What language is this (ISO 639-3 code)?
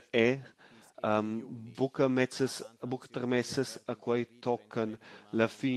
roh